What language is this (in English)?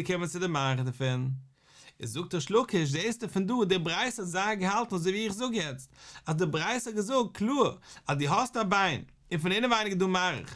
Yiddish